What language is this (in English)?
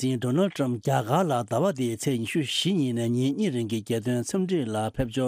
Tibetan